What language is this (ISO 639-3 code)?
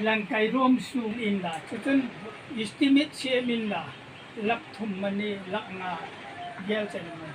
hmr